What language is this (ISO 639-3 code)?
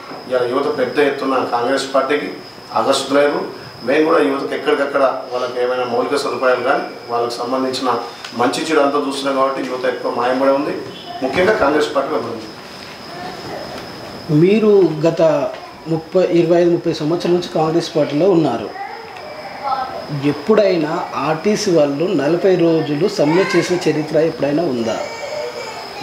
tel